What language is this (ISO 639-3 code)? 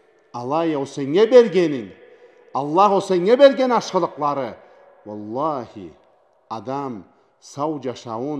krc